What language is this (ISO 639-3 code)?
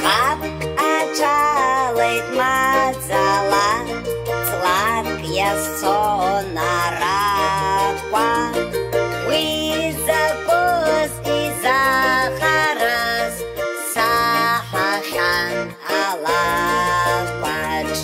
abk